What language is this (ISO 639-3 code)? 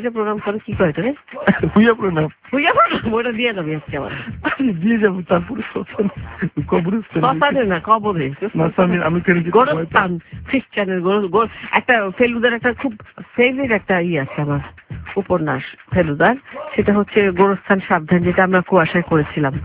ben